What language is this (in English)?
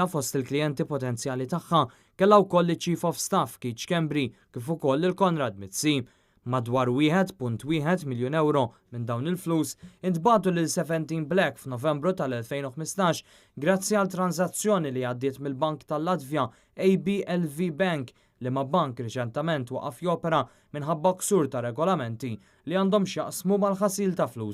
Maltese